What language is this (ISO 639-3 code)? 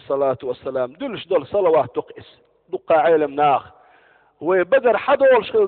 che